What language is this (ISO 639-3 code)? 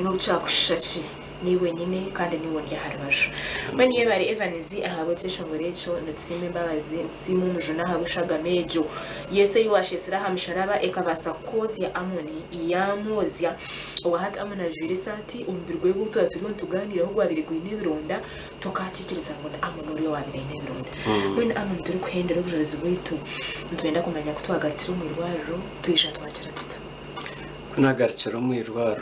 nyn